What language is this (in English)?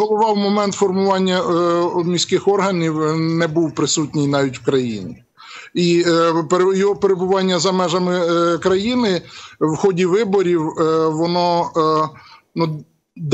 Ukrainian